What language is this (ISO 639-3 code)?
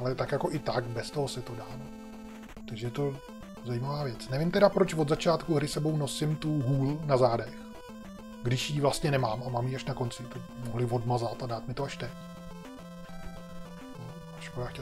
ces